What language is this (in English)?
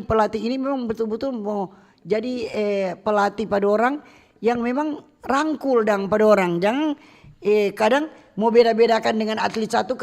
Manado Malay